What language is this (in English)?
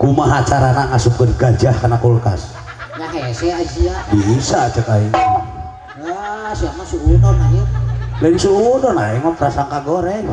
Sundanese